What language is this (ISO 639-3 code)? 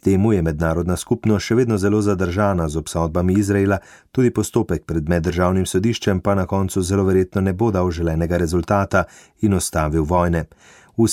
slv